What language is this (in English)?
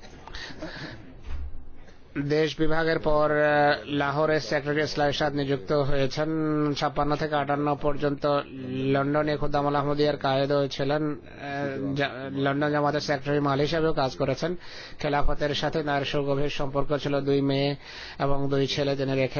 Bangla